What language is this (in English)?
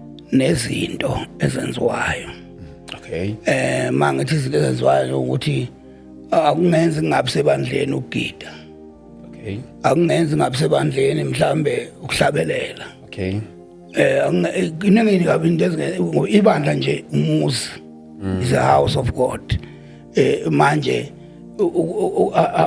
Zulu